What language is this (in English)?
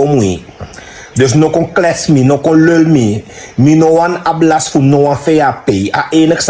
Sranan Tongo